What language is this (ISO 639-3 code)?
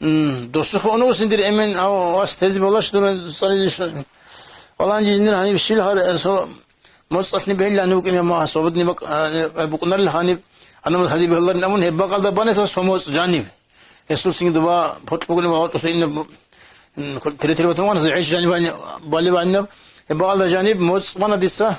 ava